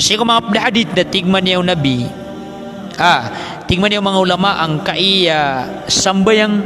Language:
Maranao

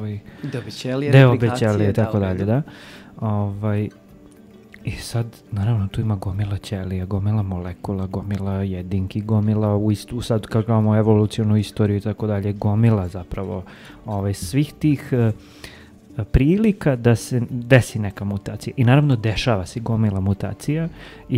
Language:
Serbian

